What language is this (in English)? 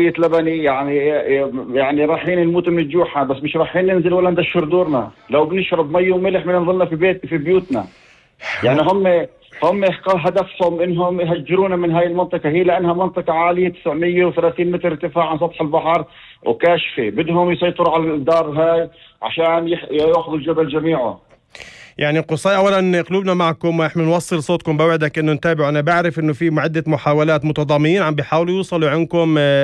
North Levantine Arabic